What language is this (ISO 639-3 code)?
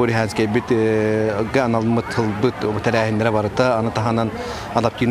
sah